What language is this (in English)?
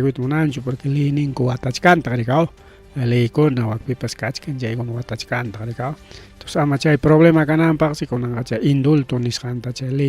Ayacucho Quechua